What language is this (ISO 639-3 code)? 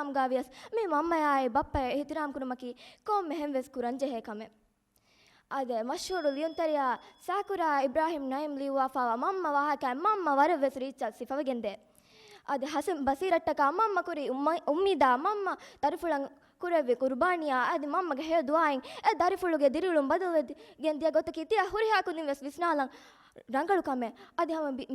div